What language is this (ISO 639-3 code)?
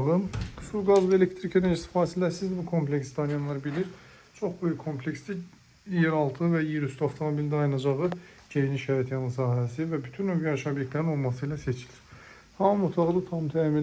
aze